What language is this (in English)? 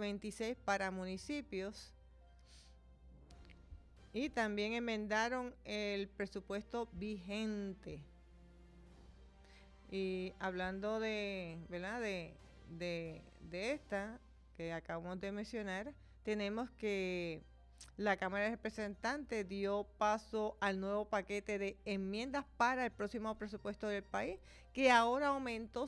Spanish